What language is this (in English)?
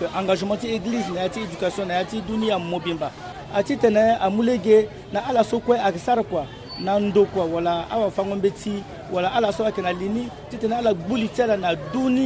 Sango